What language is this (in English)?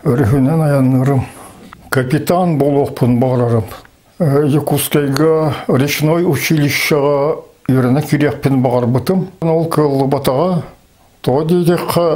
Yakut